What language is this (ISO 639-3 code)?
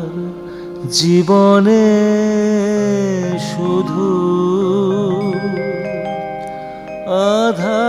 ben